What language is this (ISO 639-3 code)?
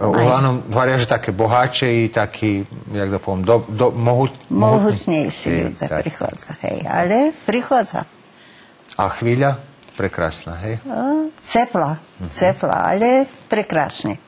rue